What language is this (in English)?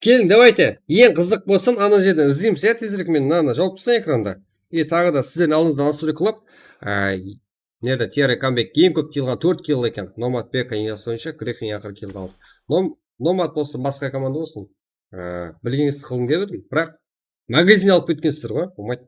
Kara-Kalpak